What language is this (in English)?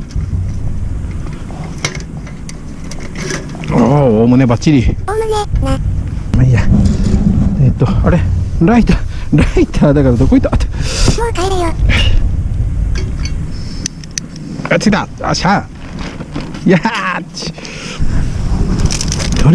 Japanese